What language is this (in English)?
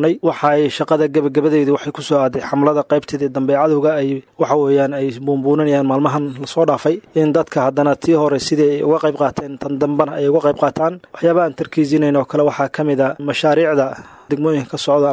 Somali